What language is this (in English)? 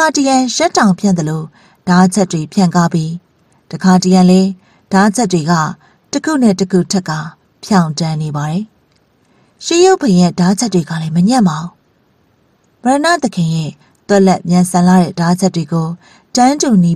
Burmese